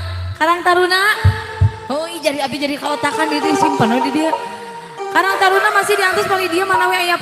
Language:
Sundanese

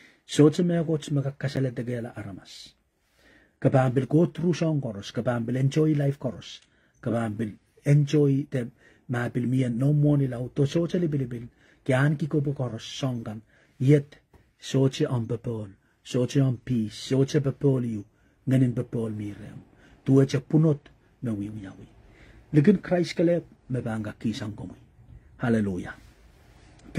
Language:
Pohnpeian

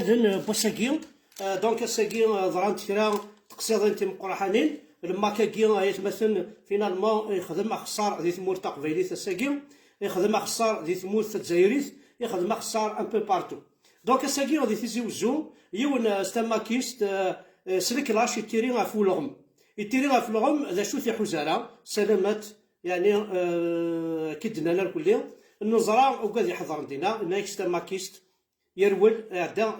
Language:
Kabyle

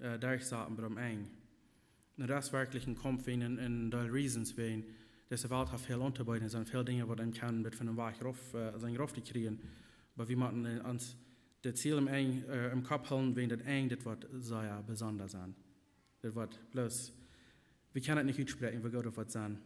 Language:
Plautdietsch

